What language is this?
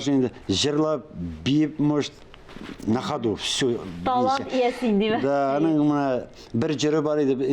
Tatar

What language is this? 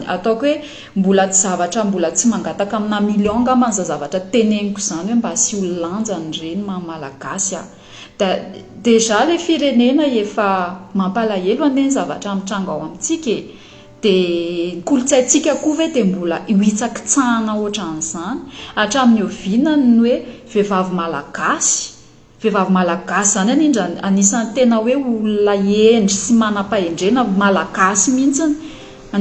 Malagasy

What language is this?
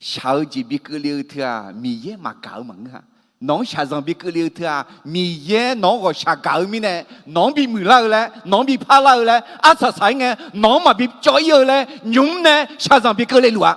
Akha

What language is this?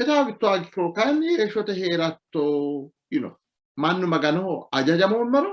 Sidamo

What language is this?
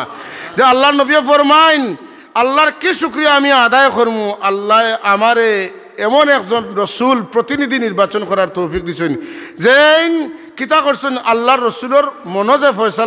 Sylheti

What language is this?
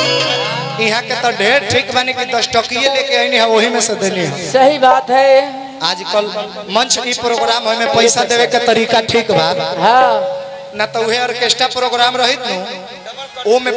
Bhojpuri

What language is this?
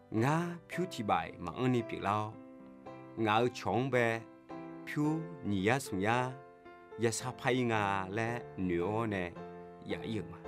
Akha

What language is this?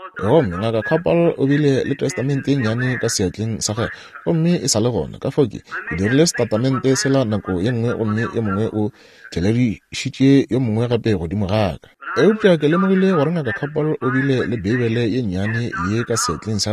Northern Sotho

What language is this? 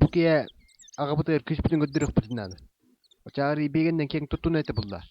Yakut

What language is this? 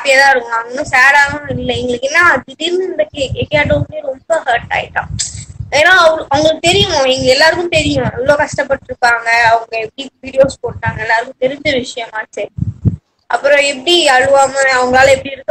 Tamil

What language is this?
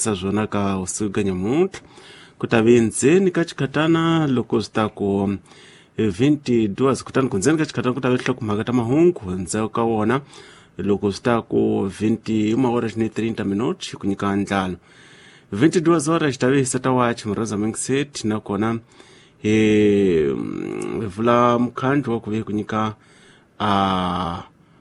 Tsonga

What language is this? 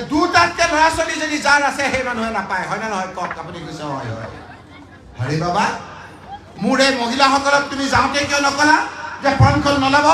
Assamese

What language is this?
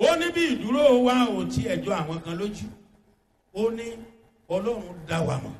Yoruba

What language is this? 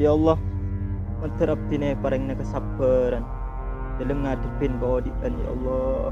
Madurese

